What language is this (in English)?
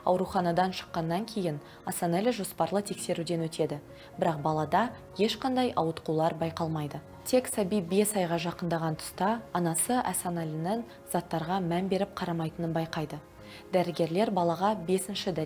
Kazakh